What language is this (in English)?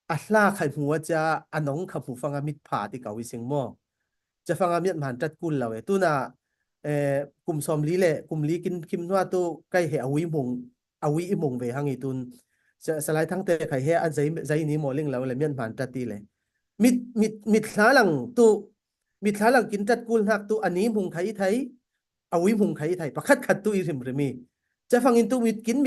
Falam Chin